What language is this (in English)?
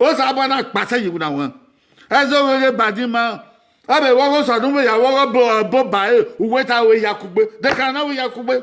Bini